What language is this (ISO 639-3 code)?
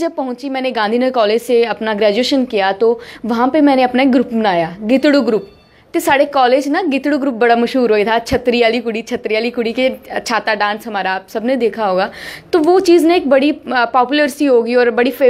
doi